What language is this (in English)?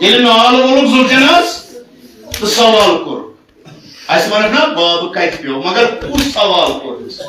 Kashmiri